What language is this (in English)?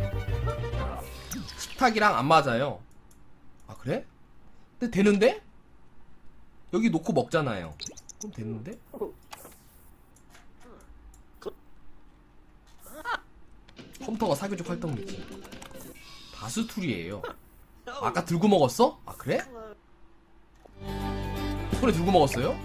Korean